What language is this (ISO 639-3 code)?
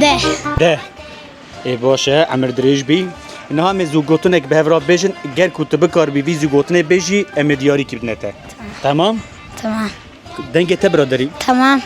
kur